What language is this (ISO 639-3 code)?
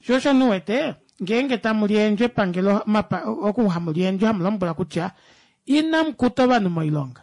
kua